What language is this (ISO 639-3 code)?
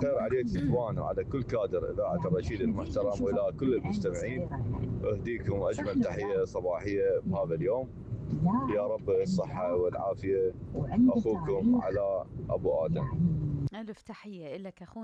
acm